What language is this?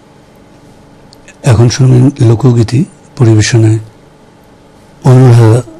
Bangla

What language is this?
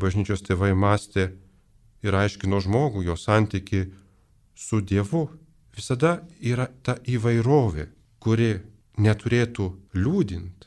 Lithuanian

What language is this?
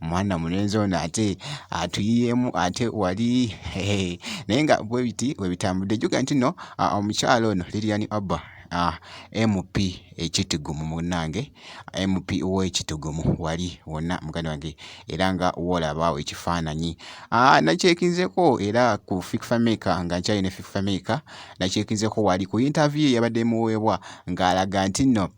Ganda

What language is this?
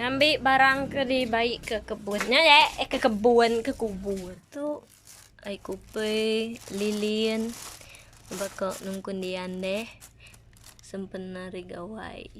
Iban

